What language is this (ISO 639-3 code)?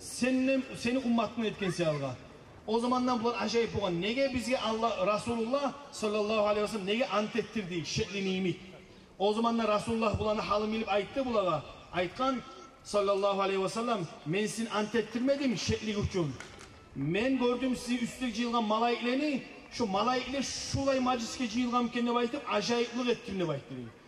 kum